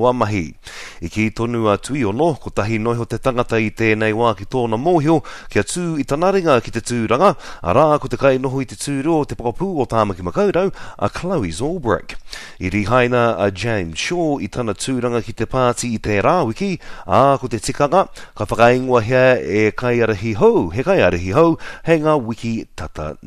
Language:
Māori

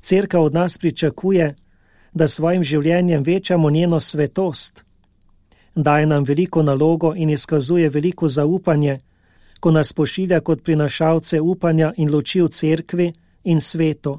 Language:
Slovenian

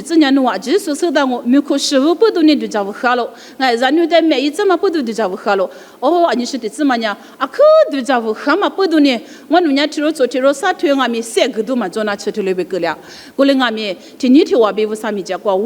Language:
Lisu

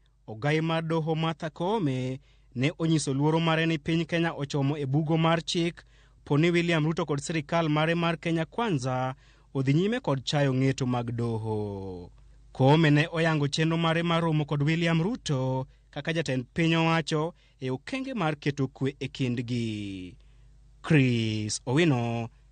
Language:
Luo (Kenya and Tanzania)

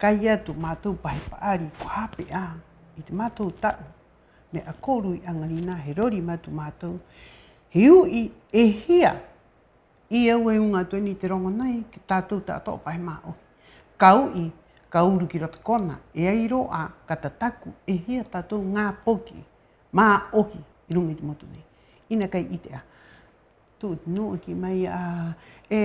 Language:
Rapanui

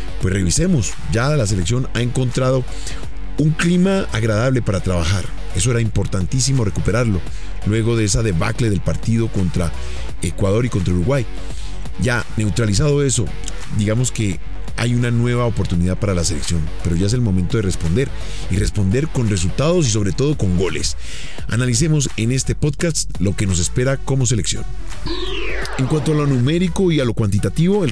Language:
Spanish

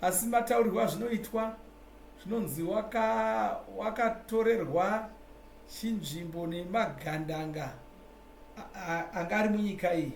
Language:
Shona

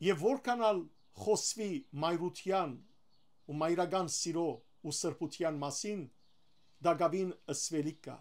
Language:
Western Armenian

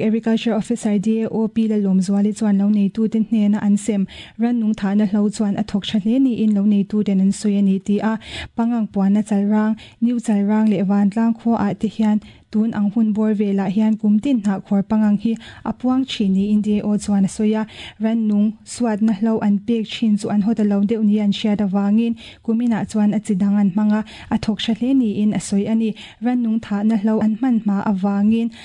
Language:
Mizo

